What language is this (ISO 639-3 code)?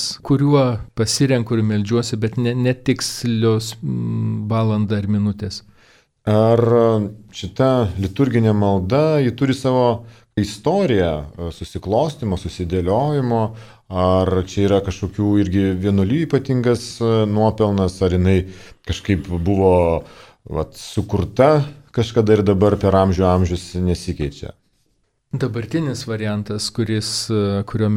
lit